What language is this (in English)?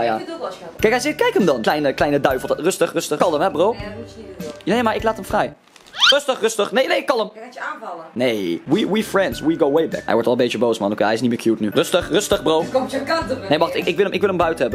Dutch